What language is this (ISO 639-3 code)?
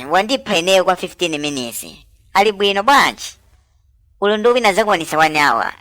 nya